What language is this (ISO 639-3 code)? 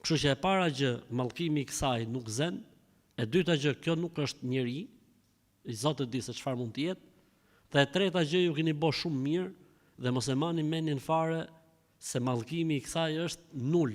sqi